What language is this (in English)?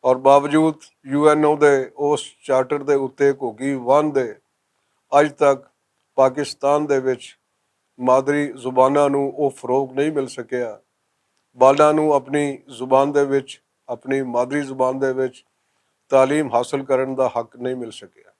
Western Panjabi